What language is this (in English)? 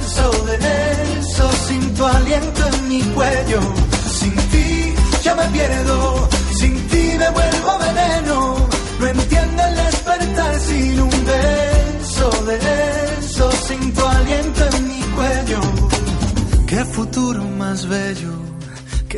Spanish